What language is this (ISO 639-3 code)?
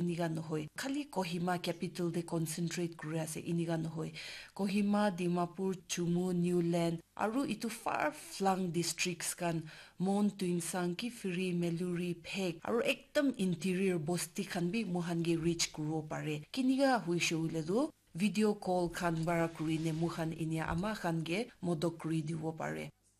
nag